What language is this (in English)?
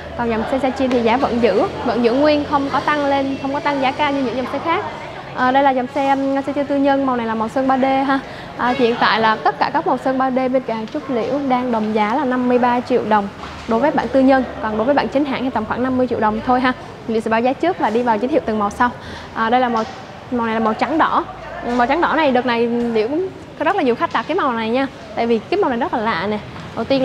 Vietnamese